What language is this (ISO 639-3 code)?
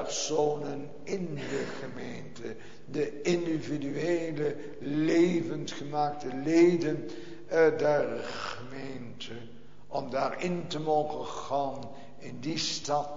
nld